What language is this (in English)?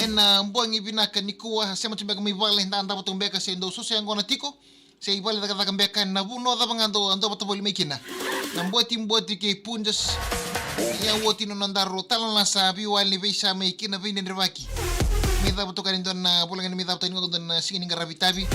Fijian